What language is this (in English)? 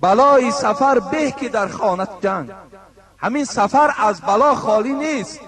Tajik